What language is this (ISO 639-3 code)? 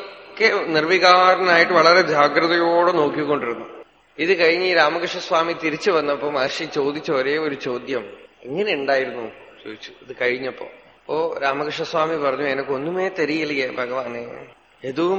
mal